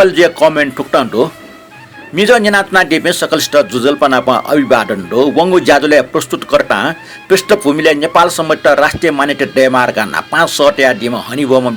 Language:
Newari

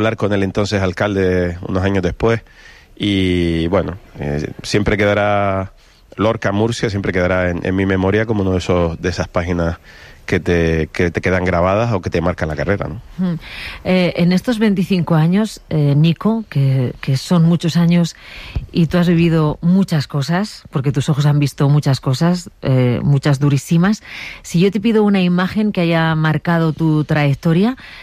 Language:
Spanish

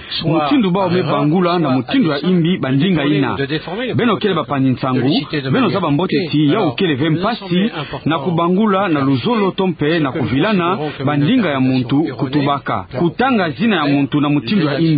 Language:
Kituba (Democratic Republic of Congo)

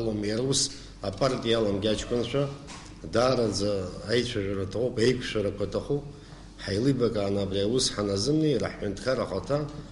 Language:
Abkhazian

